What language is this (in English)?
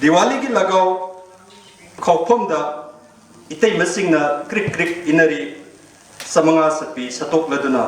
Manipuri